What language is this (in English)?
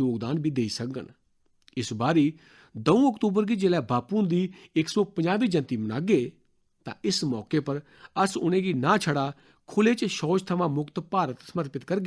Dogri